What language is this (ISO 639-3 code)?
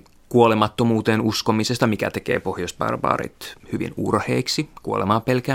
fin